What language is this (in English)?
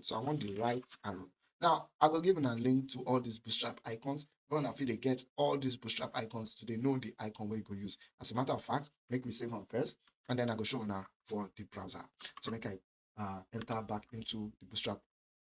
Nigerian Pidgin